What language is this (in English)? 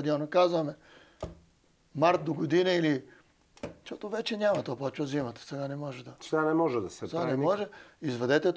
Bulgarian